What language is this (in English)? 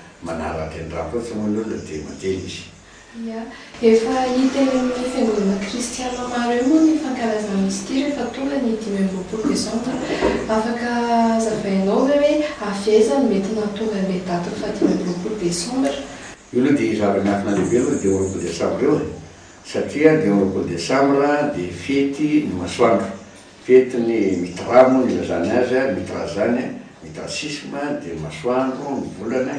Malagasy